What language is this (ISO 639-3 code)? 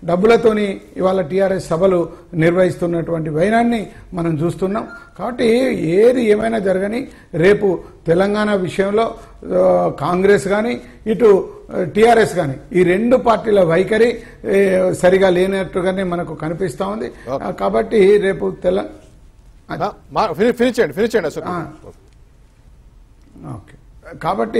tel